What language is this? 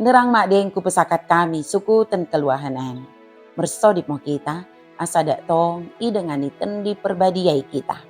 Batak Dairi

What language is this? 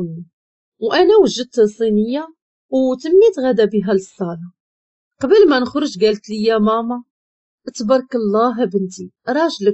Moroccan Arabic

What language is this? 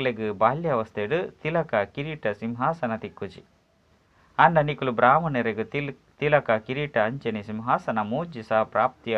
Tulu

